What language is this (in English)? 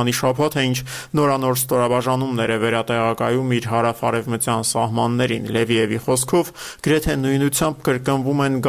Armenian